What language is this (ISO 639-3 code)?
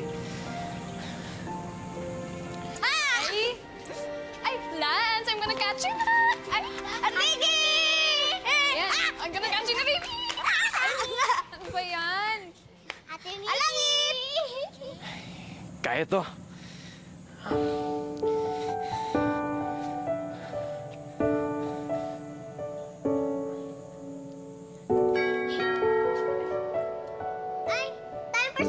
fil